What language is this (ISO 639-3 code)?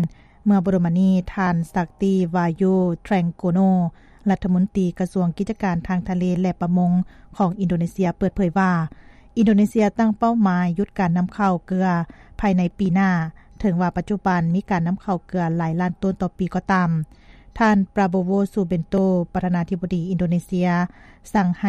lao